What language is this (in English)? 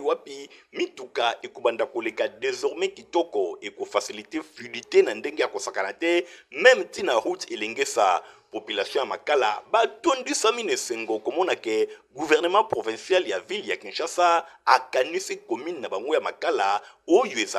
Lingala